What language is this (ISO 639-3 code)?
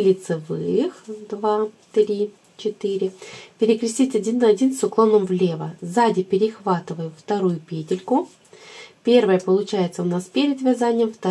rus